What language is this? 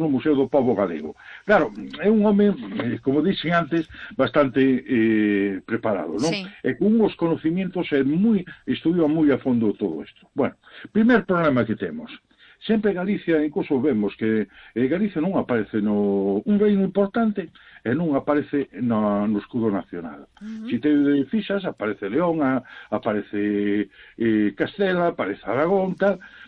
Galician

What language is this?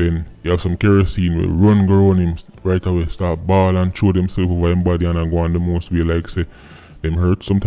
Jamaican Creole English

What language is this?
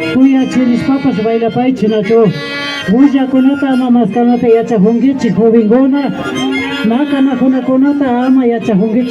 Imbabura Highland Quichua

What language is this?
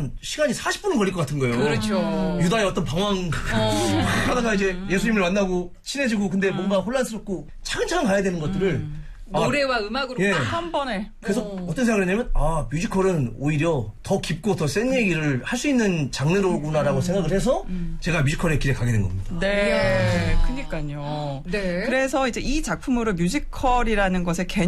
Korean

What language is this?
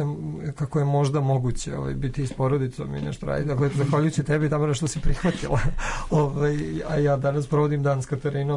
Serbian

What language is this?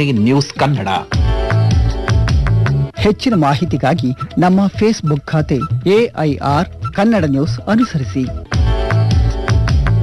Kannada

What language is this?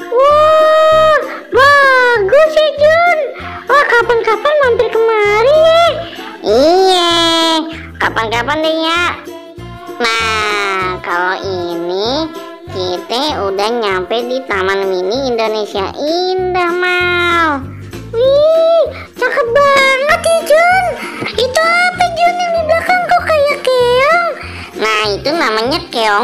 Betawi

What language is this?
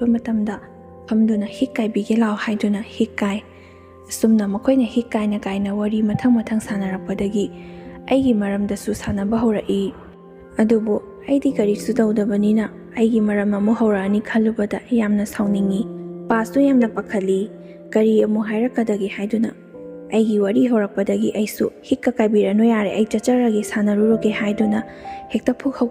Manipuri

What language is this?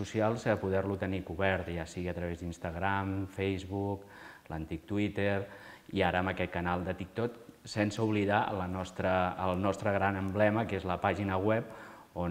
Catalan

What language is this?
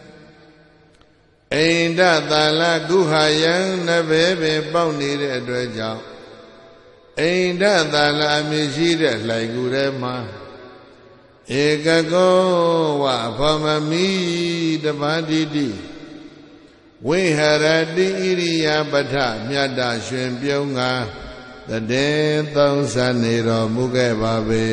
Burmese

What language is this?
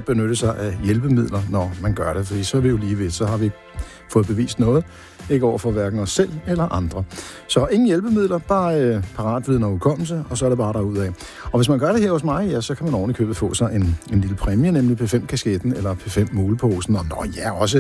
Danish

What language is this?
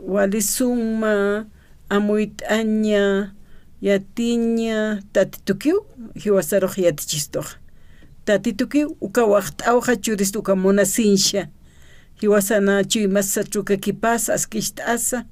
Aymara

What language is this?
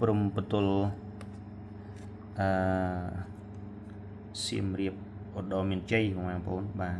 Khmer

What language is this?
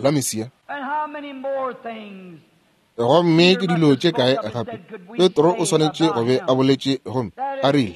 Northern Sotho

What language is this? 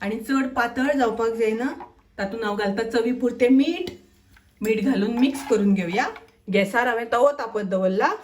Konkani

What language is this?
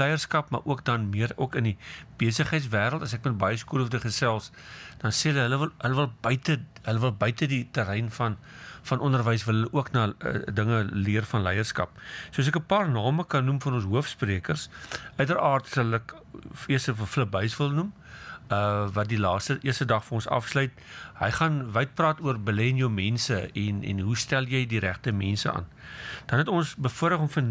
Afrikaans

